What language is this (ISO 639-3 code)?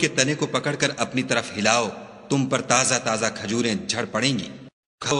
urd